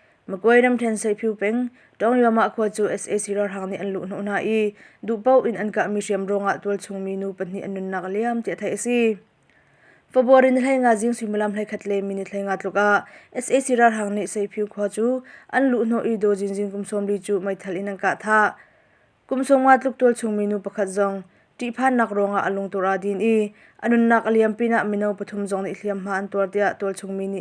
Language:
Hakha Chin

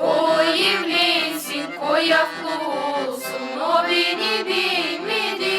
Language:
Gagauz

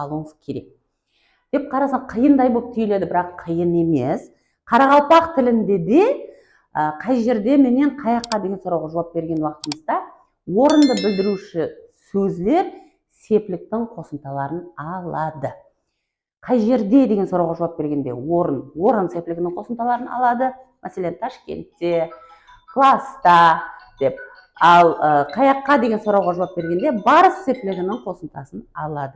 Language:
Kara-Kalpak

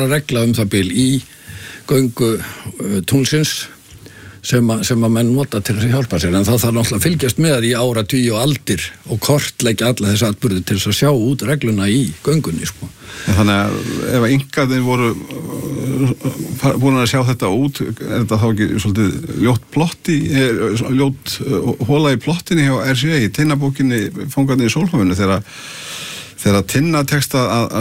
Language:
Icelandic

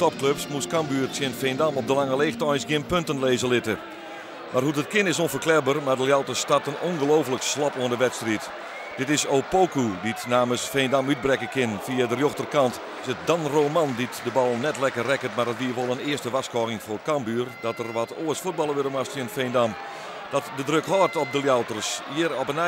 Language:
Western Frisian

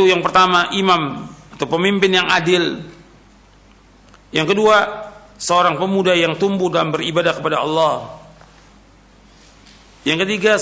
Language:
Indonesian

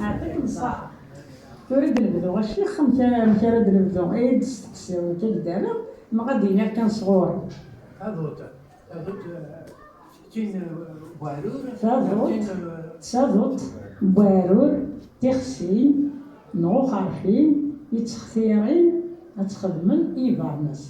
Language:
Kabyle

